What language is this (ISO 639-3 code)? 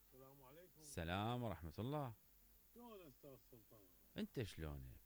acm